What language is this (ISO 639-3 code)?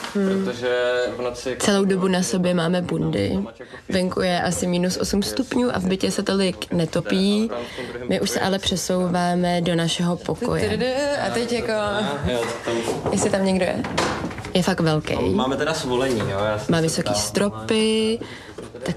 ces